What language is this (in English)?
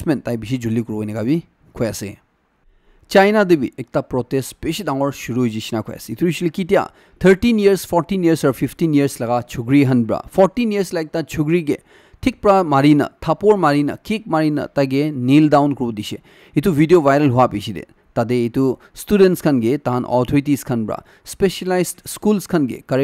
Naga Pidgin